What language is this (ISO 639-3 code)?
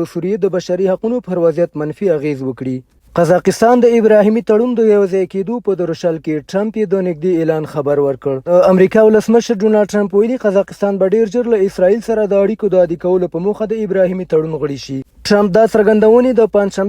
pus